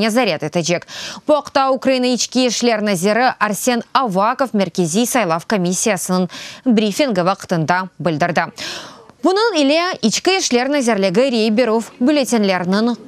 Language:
Crimean Tatar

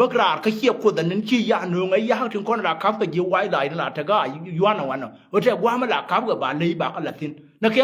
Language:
Nuer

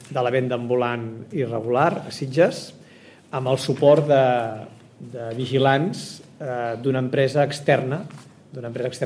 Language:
Catalan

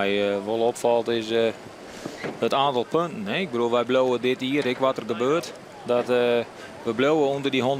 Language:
Western Frisian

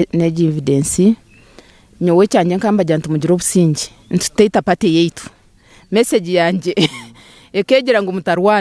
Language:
Nyankole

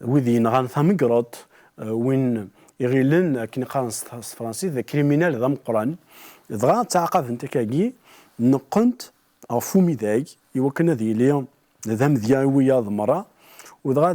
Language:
Kabyle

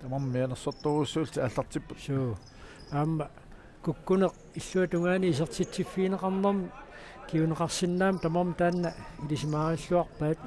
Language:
Kalaallisut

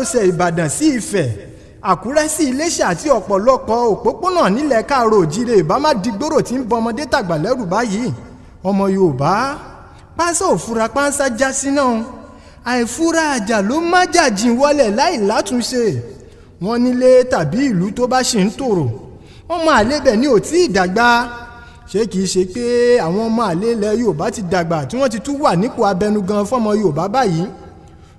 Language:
Yoruba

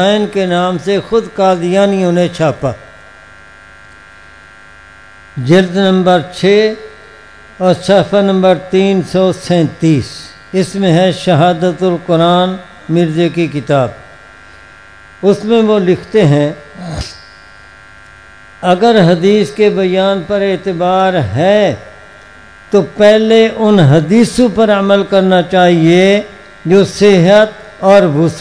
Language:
Urdu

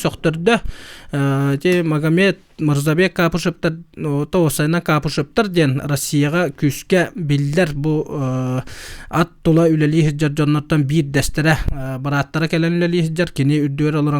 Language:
Yakut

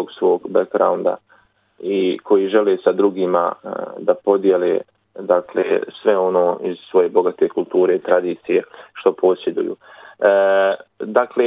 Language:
Bosnian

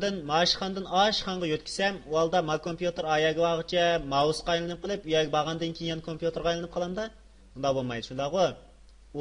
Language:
Uyghur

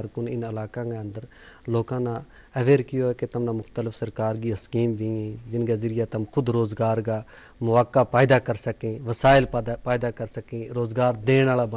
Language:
Gujari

